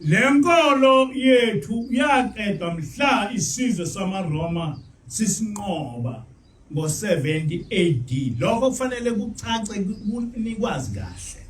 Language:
Zulu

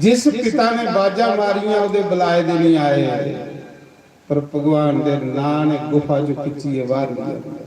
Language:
Dogri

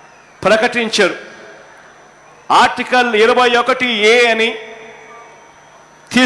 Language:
Telugu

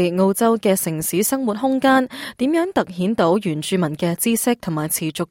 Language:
Cantonese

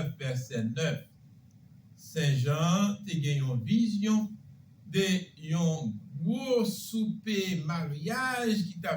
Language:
Haitian Creole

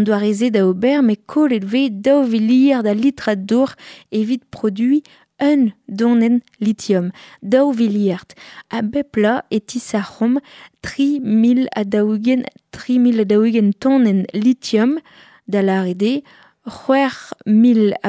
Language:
Breton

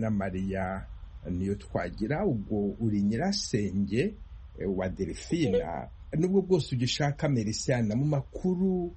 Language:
Kinyarwanda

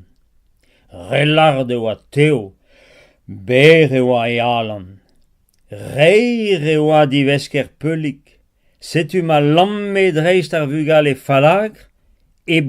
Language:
Breton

